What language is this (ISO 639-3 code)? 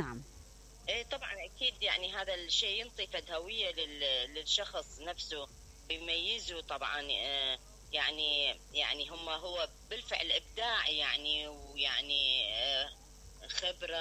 acm